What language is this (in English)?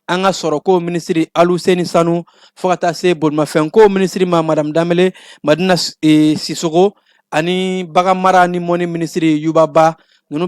Bambara